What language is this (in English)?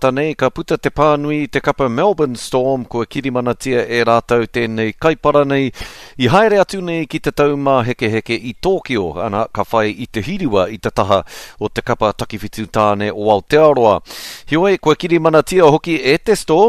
Māori